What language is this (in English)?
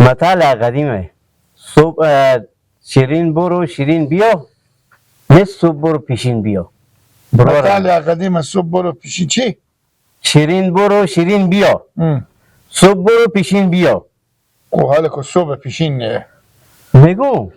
Hazaragi